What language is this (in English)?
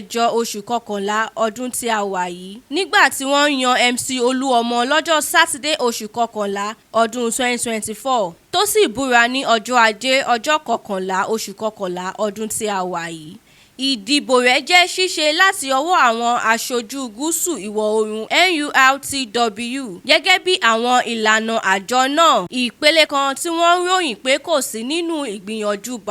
Yoruba